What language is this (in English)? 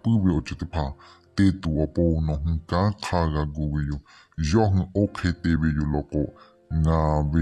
Lahu